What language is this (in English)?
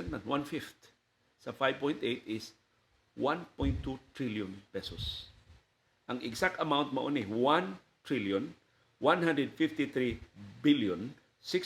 Cebuano